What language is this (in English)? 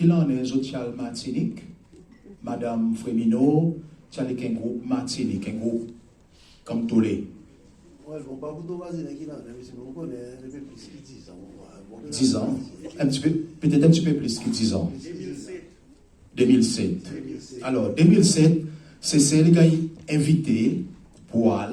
Seselwa Creole French